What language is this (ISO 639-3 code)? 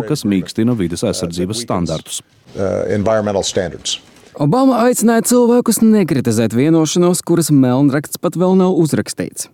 lav